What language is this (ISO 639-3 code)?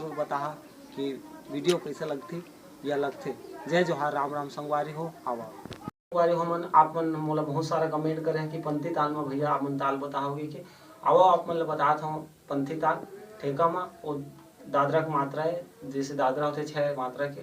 hne